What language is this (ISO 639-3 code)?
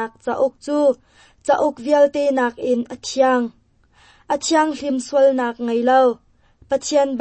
cnh